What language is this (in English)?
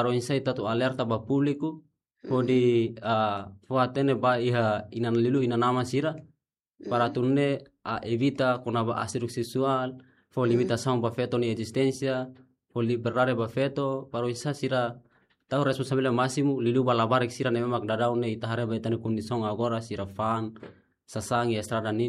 Tetum